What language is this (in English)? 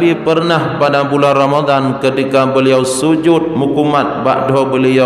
Achinese